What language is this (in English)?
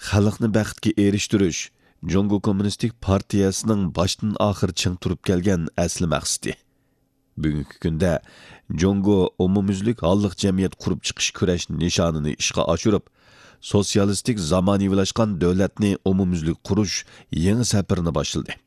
Uyghur